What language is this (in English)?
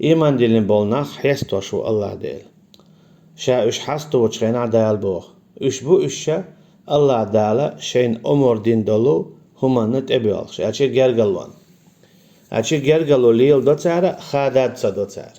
Chechen